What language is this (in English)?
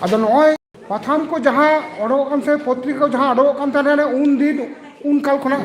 Santali